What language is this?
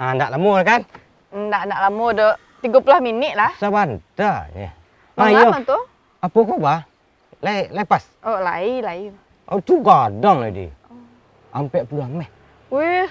Minangkabau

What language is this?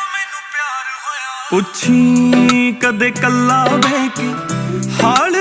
Punjabi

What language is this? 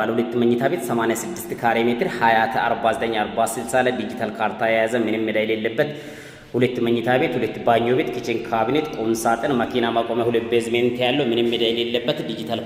Amharic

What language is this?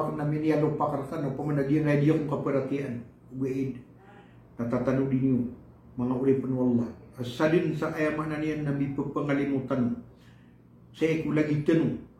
Maranao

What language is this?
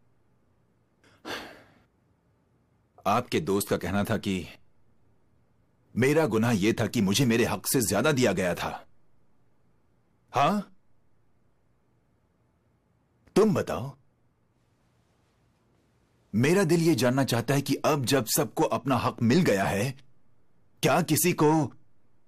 Hindi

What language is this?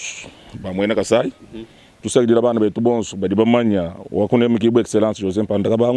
Luba-Lulua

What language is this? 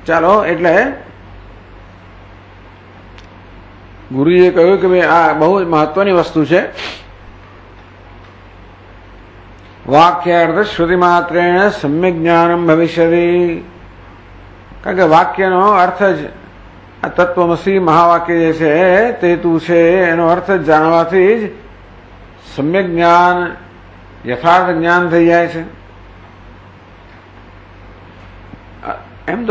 Gujarati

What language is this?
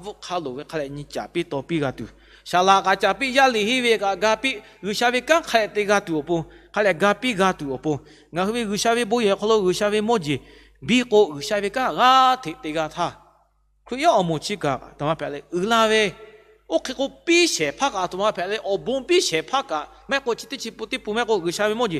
Lahu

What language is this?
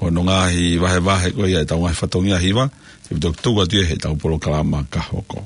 Tongan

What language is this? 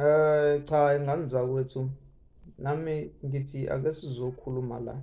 Zulu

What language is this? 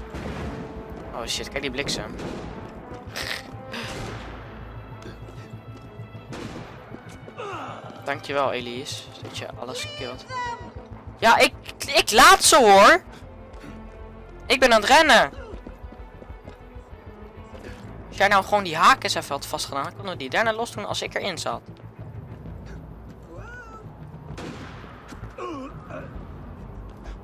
Dutch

